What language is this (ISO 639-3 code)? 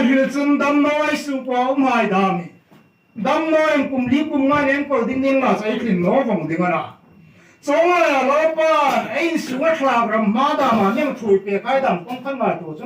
hmr